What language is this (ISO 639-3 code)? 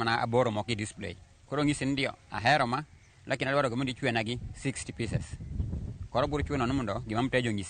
luo